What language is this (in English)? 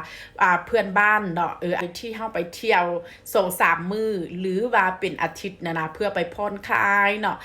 Northeastern Thai